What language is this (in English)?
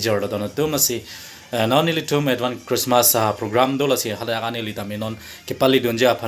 Karbi